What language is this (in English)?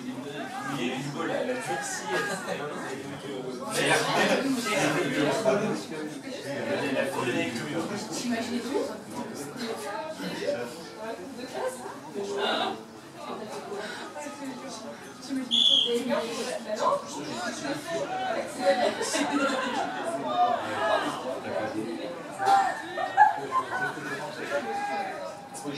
French